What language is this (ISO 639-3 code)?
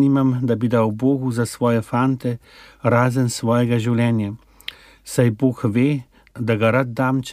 slv